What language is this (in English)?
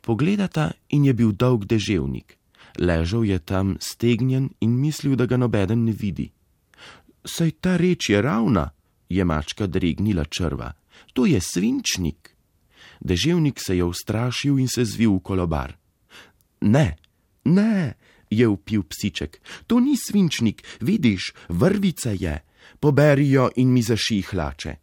Slovenian